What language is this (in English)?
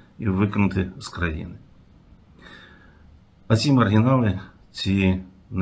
Ukrainian